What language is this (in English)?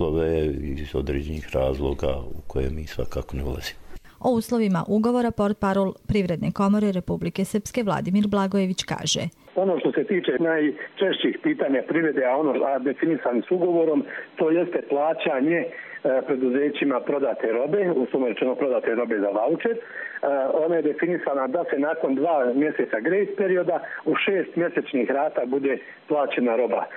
Croatian